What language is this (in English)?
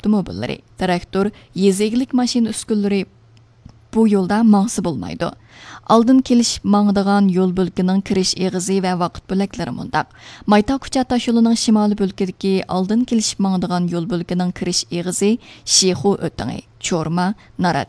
Uyghur